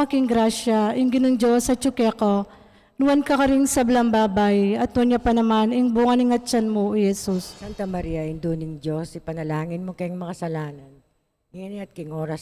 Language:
Pampanga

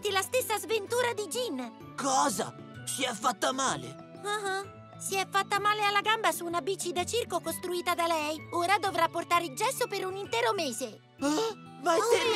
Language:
Italian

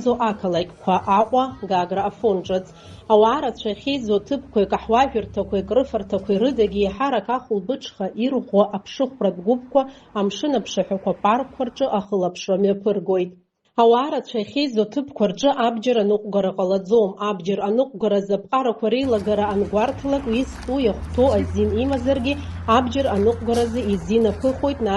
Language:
Abkhazian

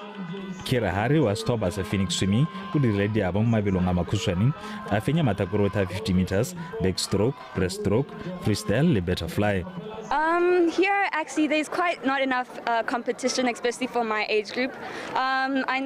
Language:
Tswana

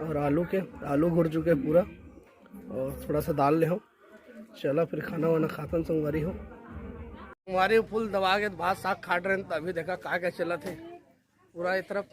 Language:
Chhattisgarhi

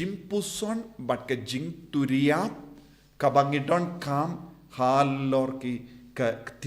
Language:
Khasi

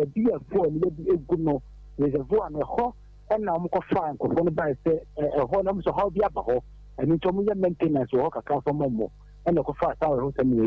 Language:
Akan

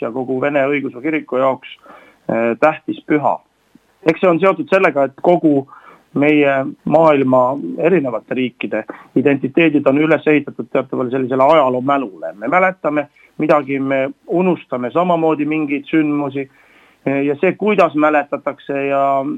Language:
Estonian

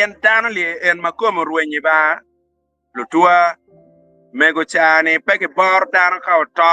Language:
Acoli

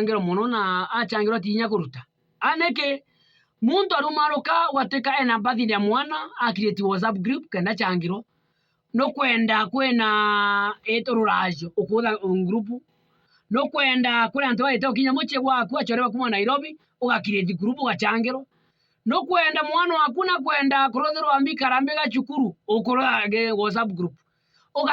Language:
Meru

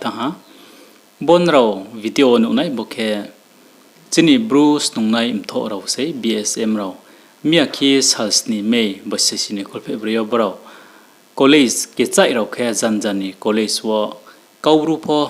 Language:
Riang (India)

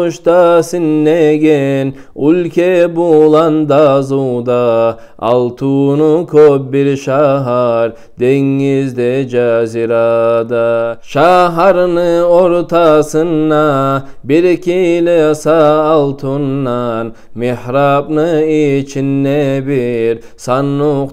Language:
Kumyk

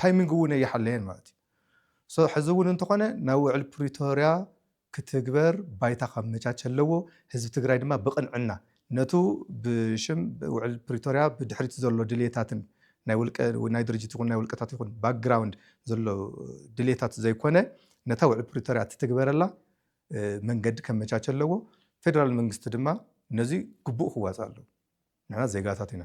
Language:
Tigrinya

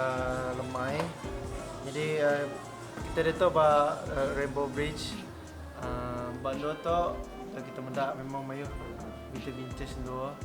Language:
Iban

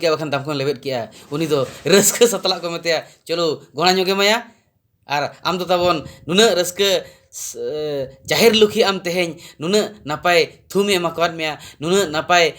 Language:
Santali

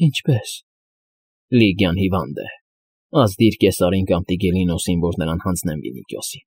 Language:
Armenian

